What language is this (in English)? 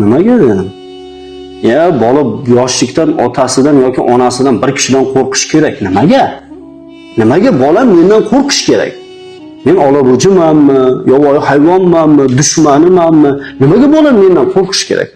Uzbek